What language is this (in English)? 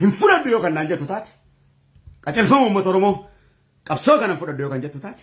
Oromo